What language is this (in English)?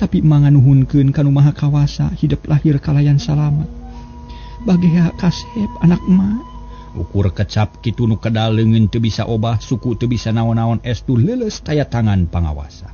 Sundanese